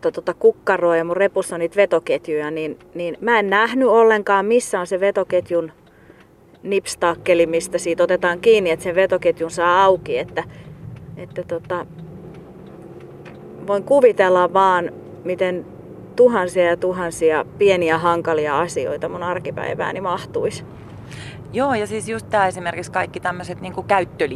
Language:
Finnish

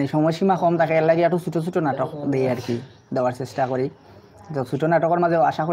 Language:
Sylheti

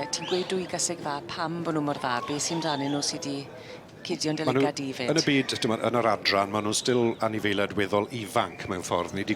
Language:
Welsh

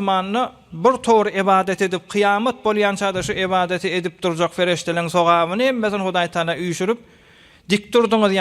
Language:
Turkmen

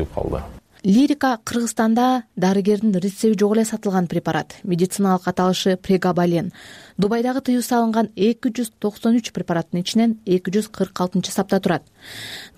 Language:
Kyrgyz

